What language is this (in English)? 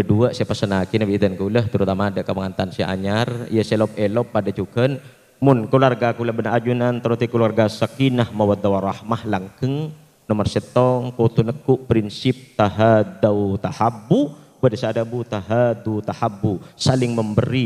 Madurese